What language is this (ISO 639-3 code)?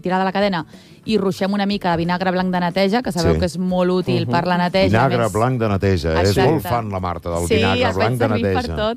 cat